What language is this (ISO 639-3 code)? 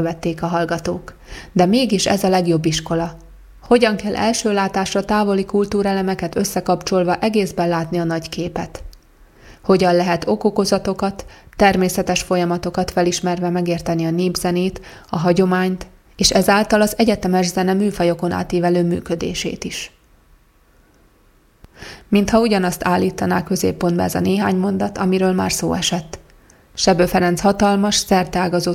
hun